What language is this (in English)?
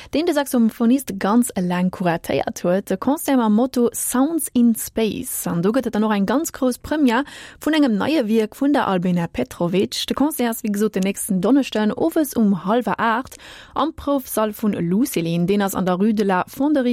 Luxembourgish